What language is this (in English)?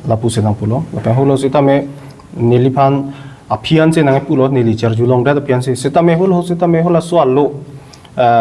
Karbi